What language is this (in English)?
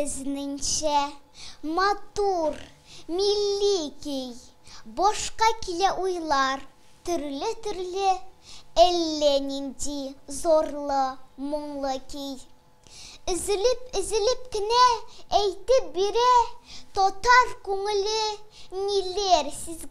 Tatar